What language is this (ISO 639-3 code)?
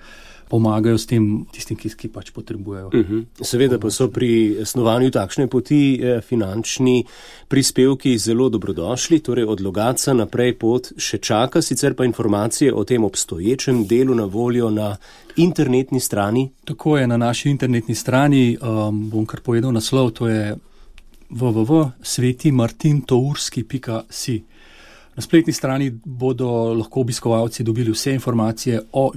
slv